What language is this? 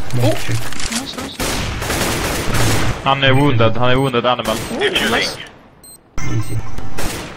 Swedish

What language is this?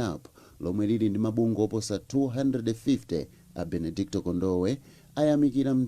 Nyanja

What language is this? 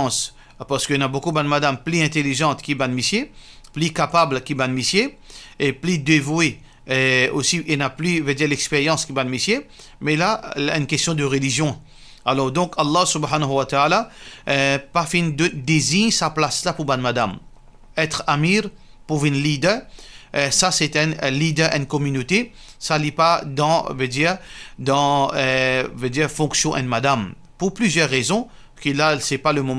Morisyen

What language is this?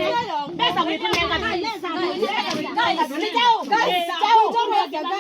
Kamba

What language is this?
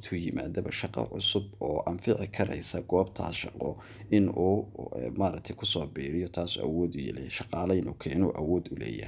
Somali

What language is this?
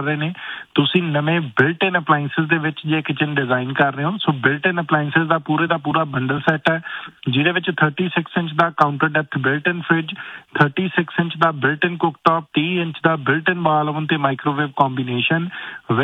Punjabi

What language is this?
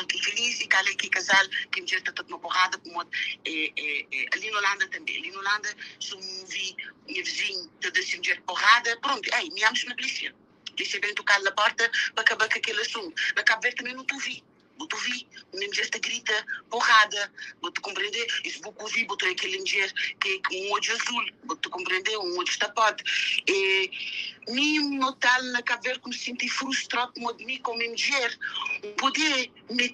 Kabuverdianu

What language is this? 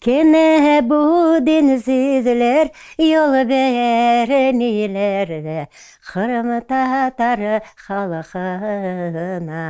Crimean Tatar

